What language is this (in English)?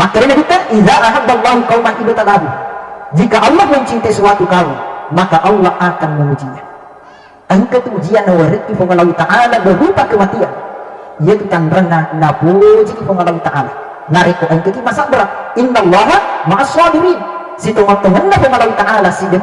Buginese